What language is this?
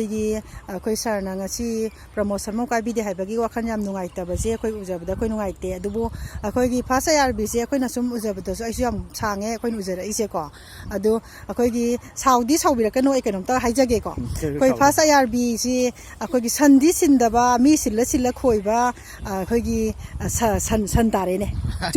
Manipuri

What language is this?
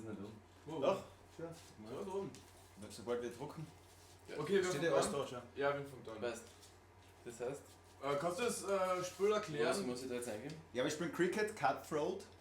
Bavarian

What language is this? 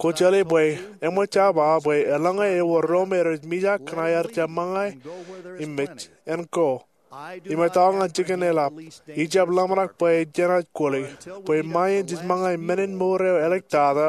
Marshallese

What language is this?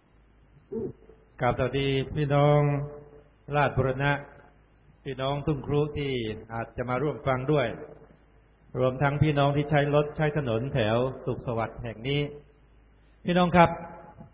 Thai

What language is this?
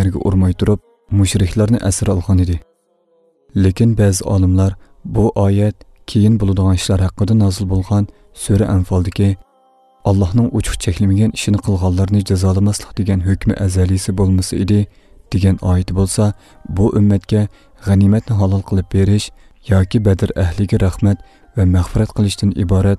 Uyghur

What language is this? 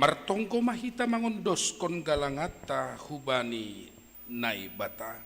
Batak Simalungun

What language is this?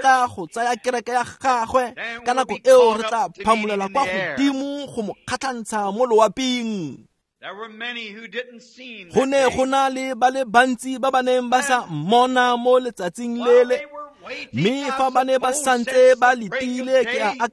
Tswana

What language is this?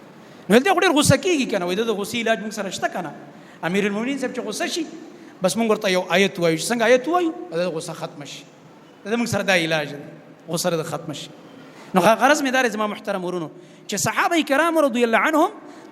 Pashto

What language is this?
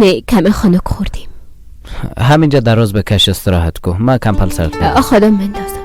Persian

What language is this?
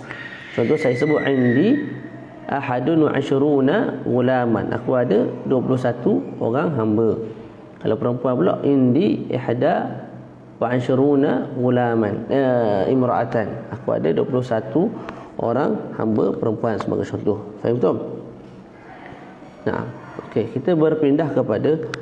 Malay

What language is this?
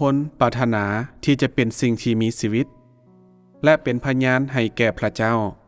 Lao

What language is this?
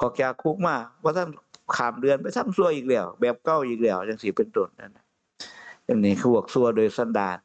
Northeastern Thai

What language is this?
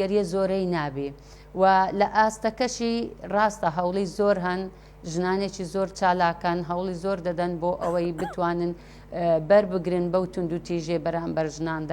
Central Kurdish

